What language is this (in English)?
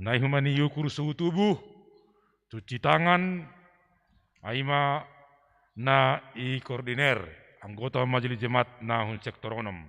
Batak Simalungun